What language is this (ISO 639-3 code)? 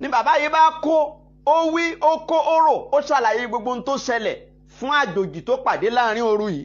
yor